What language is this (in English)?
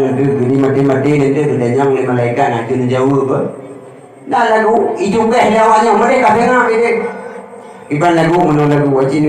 Achinese